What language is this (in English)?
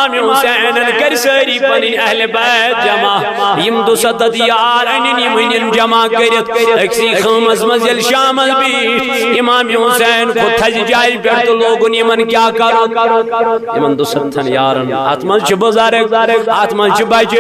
Kashmiri